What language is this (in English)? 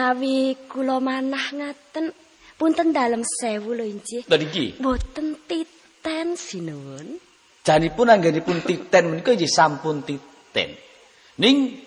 Javanese